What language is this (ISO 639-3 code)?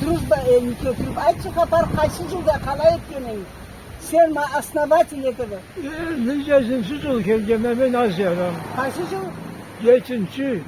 krc